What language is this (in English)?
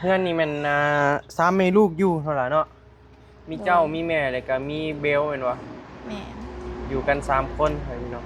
Northeastern Thai